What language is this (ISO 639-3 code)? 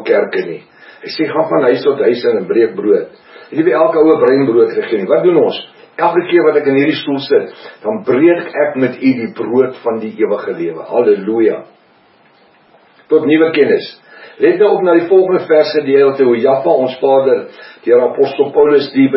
afr